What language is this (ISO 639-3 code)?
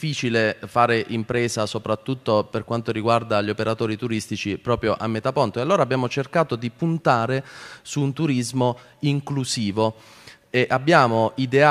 ita